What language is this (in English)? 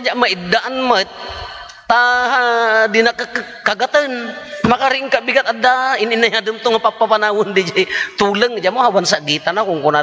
Iloko